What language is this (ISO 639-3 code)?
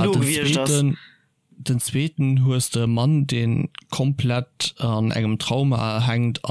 ltz